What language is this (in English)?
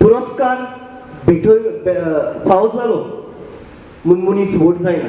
Konkani